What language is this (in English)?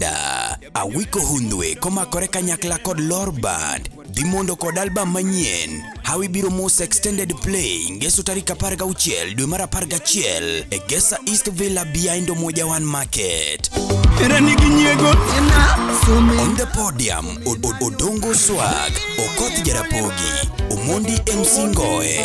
Luo (Kenya and Tanzania)